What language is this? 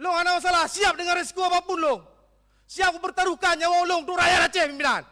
Achinese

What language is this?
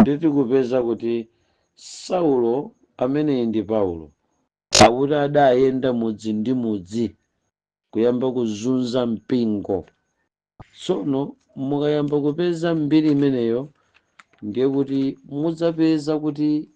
Nyanja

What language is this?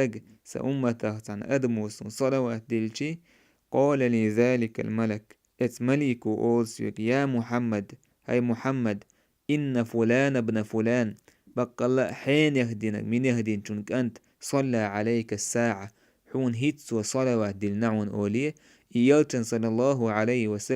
Chechen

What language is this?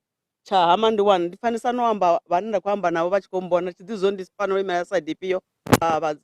Venda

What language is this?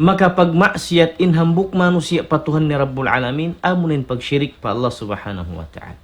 Tausug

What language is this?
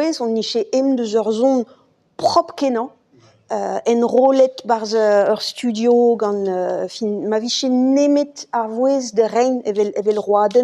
Breton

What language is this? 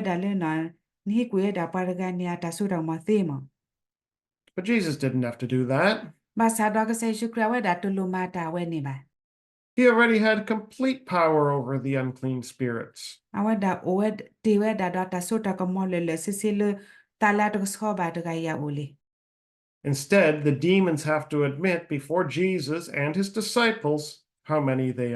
S'gaw Karen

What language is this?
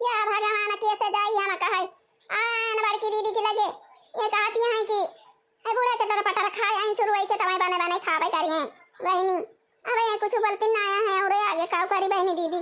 Awadhi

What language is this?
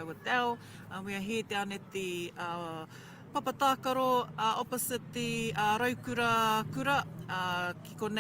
Māori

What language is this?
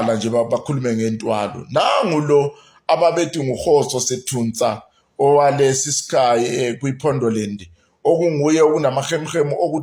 Zulu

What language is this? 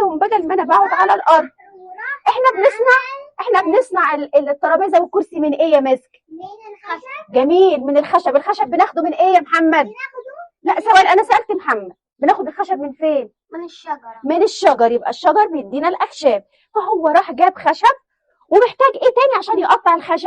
Egyptian Arabic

